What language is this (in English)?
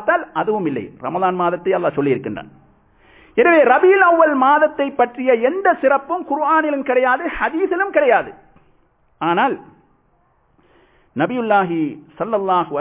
Tamil